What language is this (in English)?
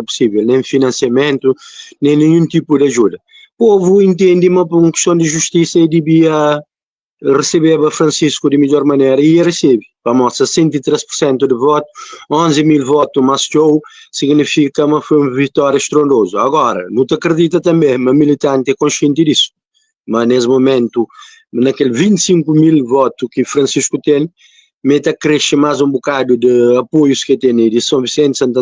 Kabuverdianu